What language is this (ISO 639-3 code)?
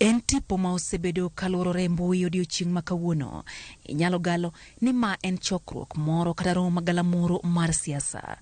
luo